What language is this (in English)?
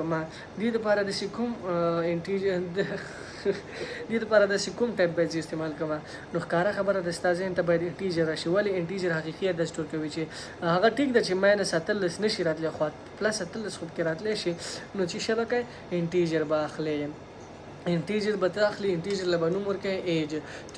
Pashto